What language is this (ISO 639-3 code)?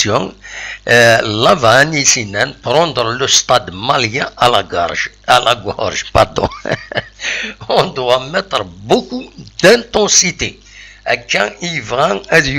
kab